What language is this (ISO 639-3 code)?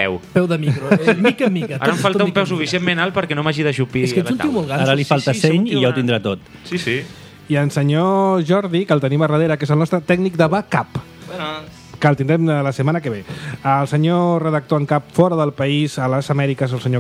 cat